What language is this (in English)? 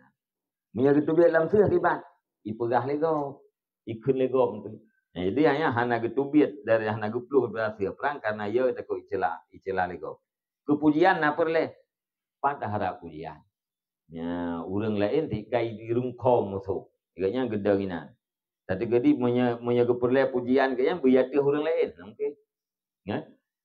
Achinese